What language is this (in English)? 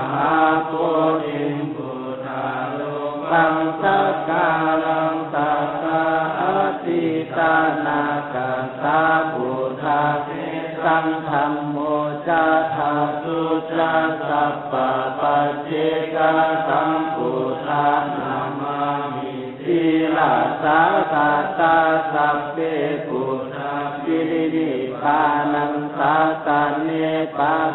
Pali